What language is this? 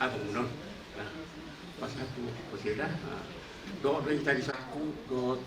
Batak Toba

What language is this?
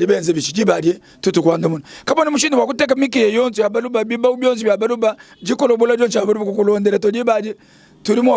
Luba-Lulua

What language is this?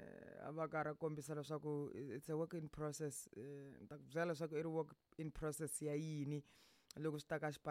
Tsonga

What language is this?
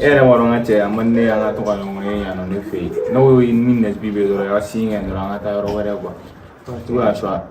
Bambara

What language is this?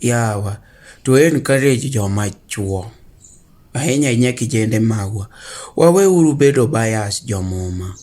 Luo (Kenya and Tanzania)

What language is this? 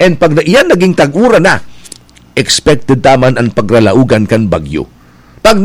Bikol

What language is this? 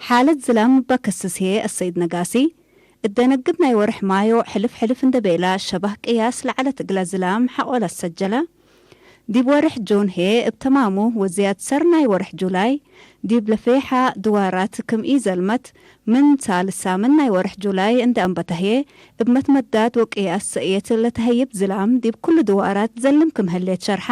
Tigre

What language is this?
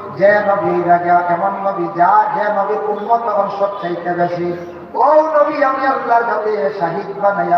Sylheti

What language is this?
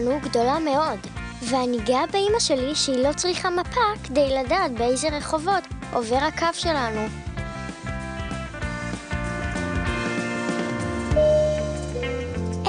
Hebrew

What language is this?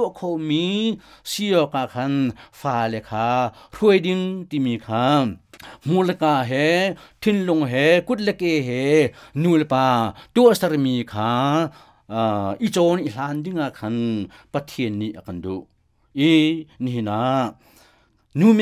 Hakha Chin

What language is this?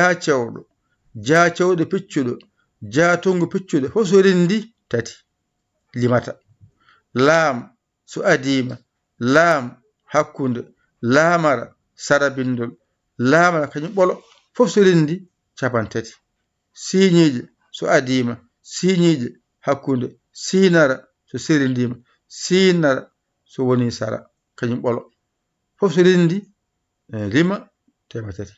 Fula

